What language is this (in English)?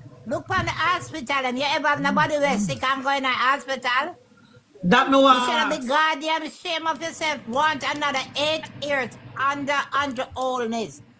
Jamaican Creole English